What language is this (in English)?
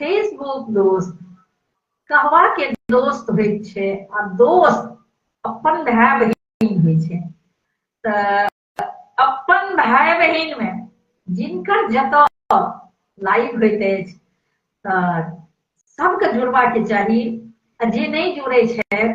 Maithili